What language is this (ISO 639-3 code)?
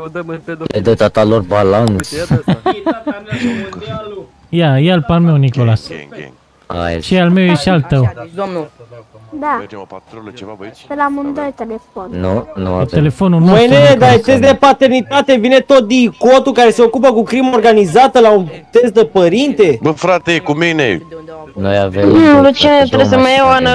ron